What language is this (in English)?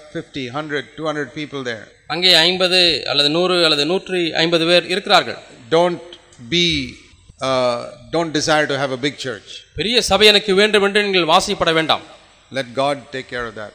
Tamil